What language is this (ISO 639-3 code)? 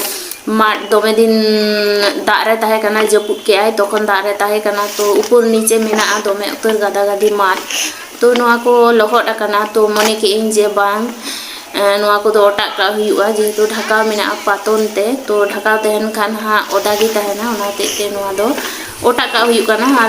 sat